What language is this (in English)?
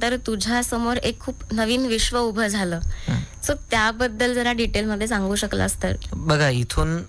Marathi